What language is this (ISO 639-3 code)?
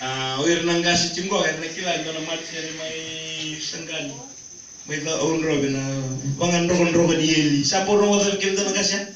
fij